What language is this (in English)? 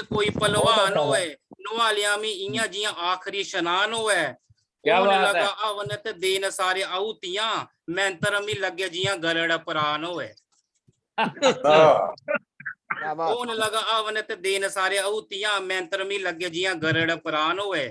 Dogri